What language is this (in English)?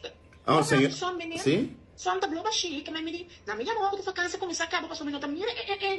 Papiamento